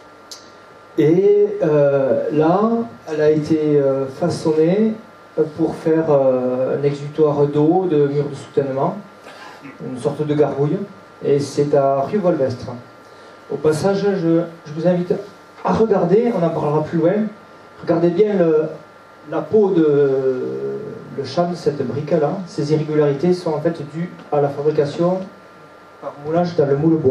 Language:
French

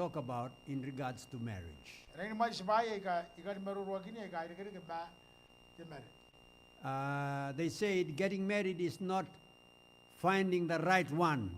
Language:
Gilbertese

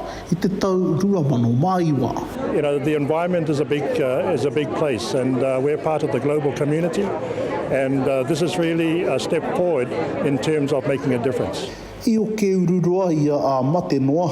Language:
Māori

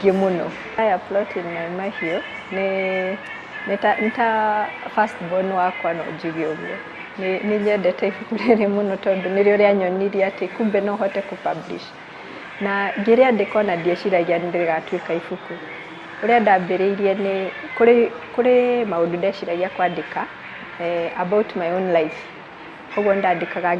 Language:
Kikuyu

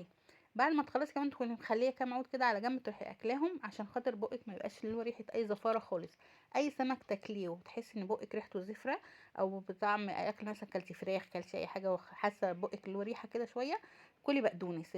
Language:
Egyptian Arabic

